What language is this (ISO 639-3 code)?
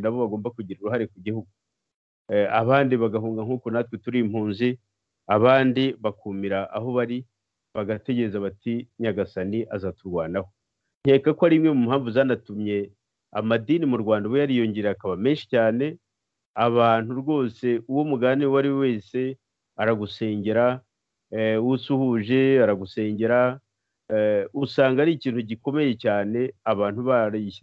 kin